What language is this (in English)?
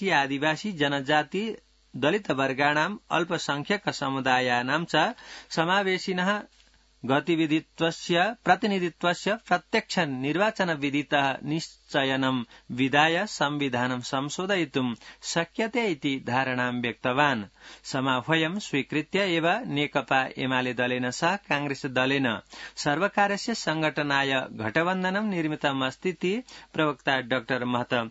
Sanskrit